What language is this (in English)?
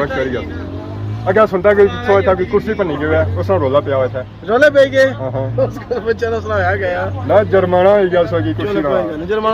Pahari-Potwari